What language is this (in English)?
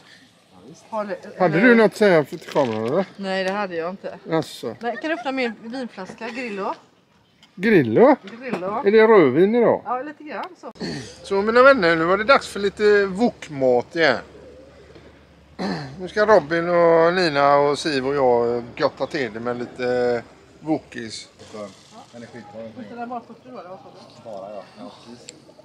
Swedish